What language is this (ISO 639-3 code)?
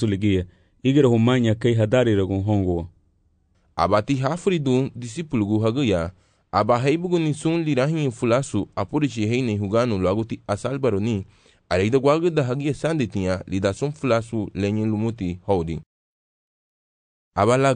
cab